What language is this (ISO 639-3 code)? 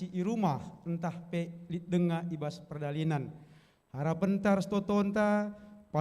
btx